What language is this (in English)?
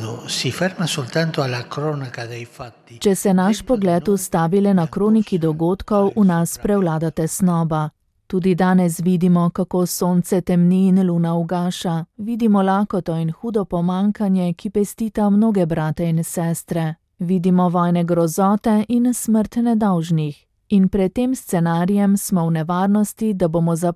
Slovenian